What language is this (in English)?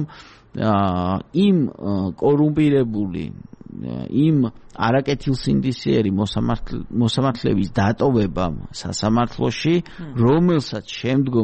Georgian